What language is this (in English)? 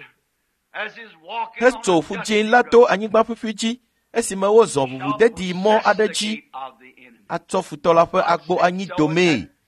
Ewe